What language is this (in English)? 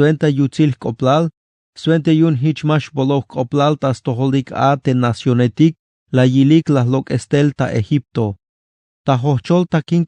Tzeltal